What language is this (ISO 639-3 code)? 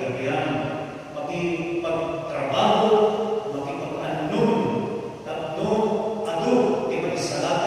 ilo